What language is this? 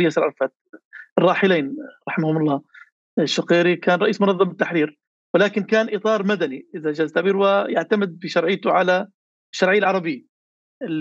North Levantine Arabic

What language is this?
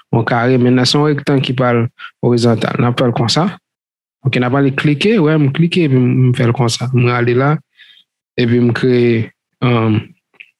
Haitian Creole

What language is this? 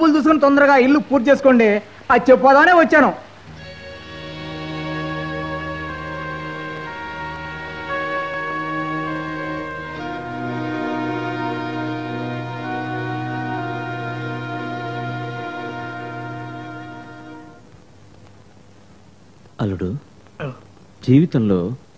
Telugu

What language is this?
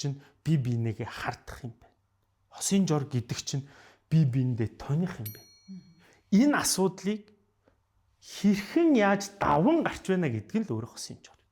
Mongolian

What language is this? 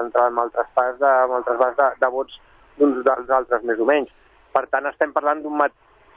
Catalan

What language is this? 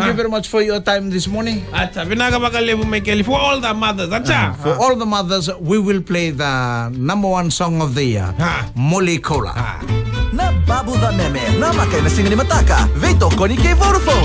Fijian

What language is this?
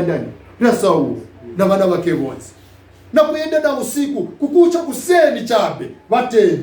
Nyanja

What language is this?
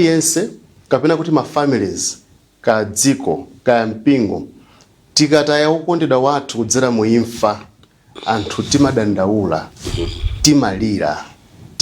Nyanja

